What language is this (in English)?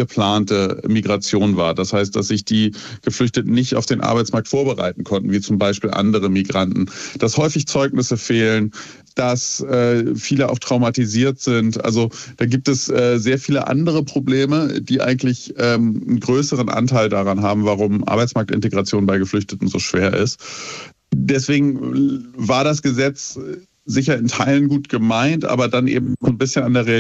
German